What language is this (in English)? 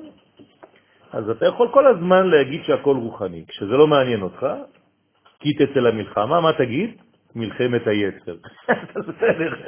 Hebrew